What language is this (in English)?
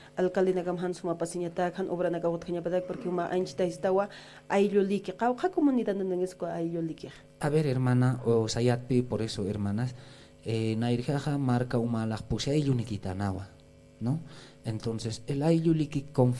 Aymara